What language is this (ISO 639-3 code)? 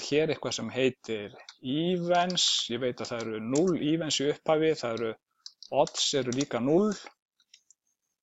isl